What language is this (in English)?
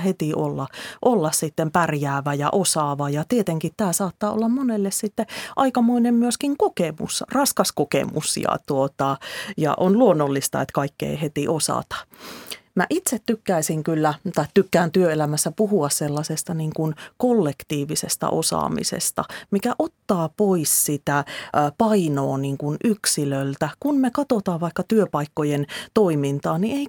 Finnish